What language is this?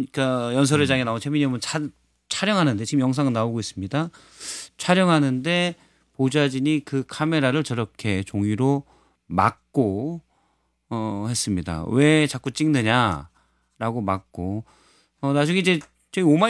Korean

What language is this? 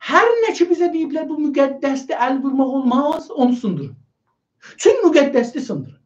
South Azerbaijani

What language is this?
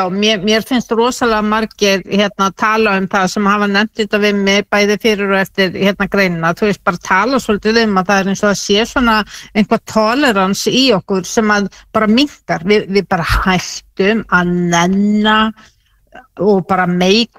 Icelandic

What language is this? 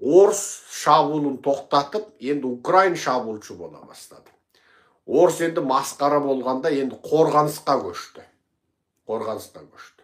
Kazakh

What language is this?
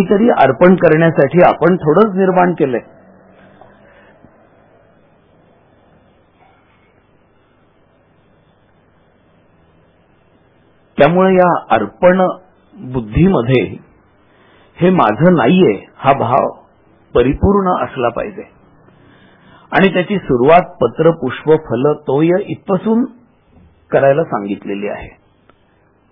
Marathi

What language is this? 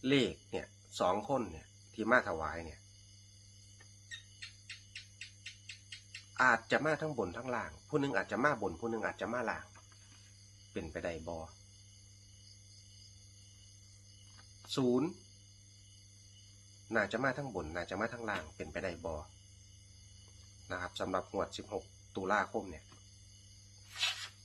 Thai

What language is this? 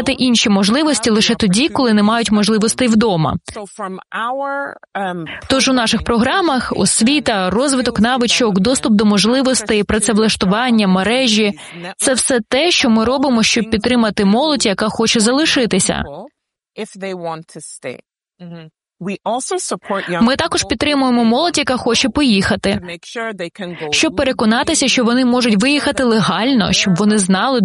Ukrainian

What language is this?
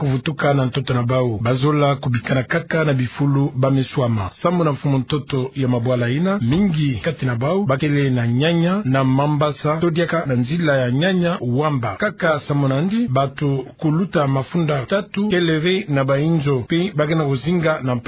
Kituba (Democratic Republic of Congo)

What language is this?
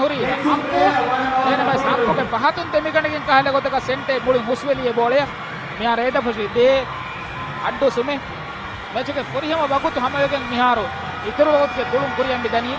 Divehi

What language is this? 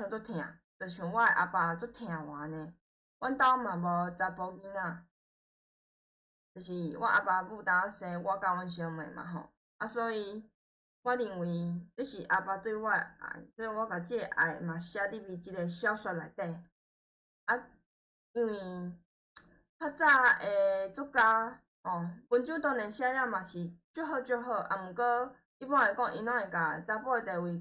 Min Nan Chinese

